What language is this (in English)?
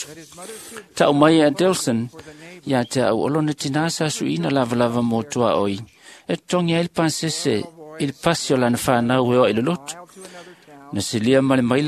Samoan